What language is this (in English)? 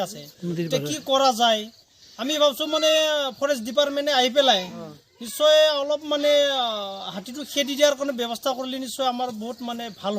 Assamese